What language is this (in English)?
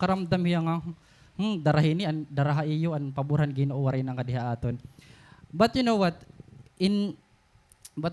Waray